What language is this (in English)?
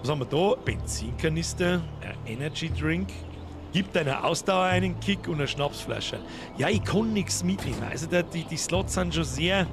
Bavarian